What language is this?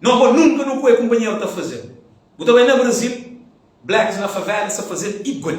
Kabuverdianu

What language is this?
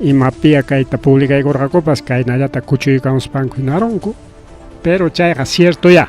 Ayacucho Quechua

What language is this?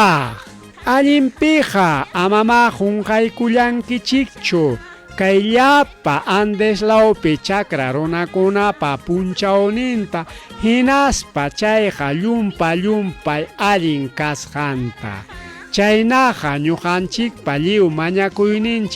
Ayacucho Quechua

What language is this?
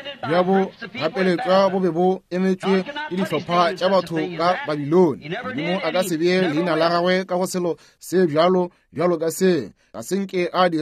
Northern Sotho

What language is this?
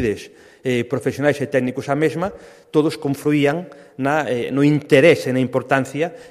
Galician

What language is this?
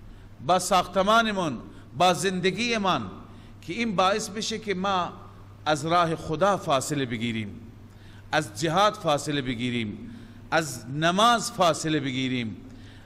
Persian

